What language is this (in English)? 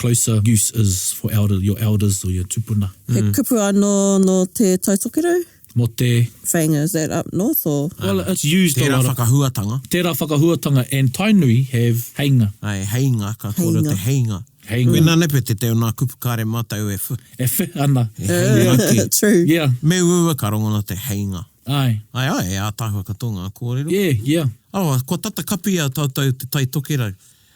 Māori